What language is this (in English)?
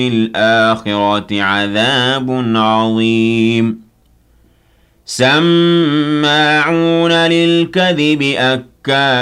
Arabic